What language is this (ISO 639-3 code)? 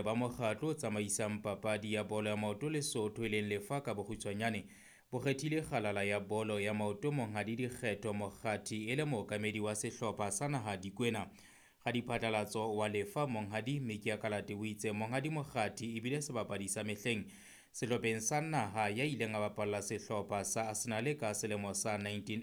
sot